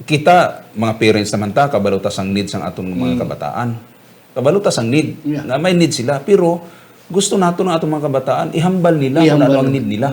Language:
Hiligaynon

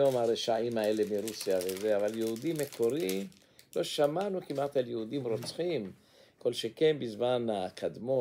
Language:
Hebrew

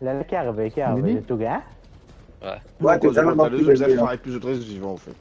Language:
Morisyen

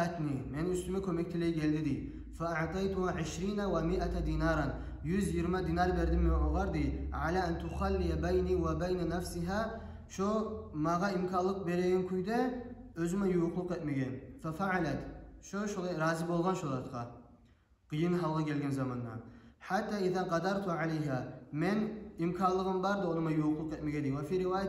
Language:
Kumyk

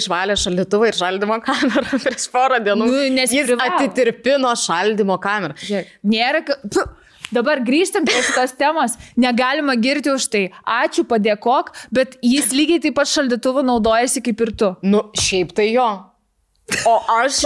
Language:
Lithuanian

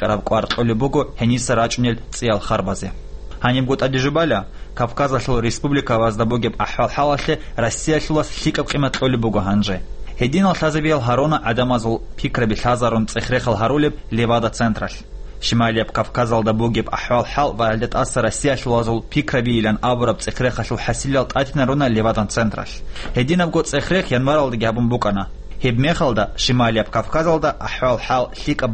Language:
Avaric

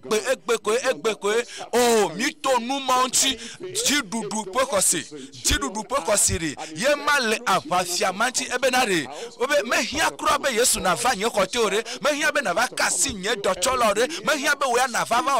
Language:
Ewe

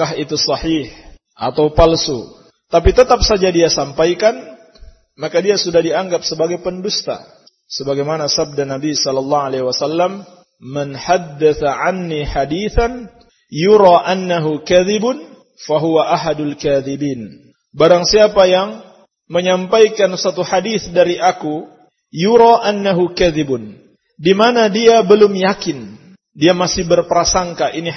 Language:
Indonesian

